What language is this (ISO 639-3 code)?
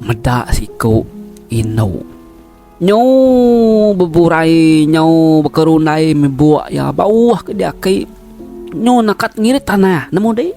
iba